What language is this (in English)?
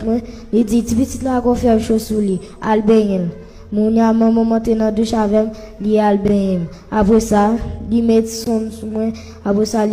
Haitian Creole